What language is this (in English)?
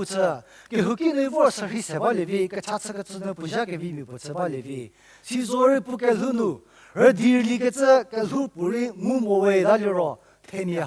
Angami Naga